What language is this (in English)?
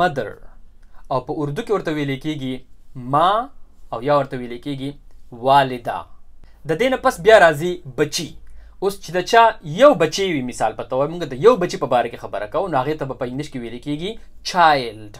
Pashto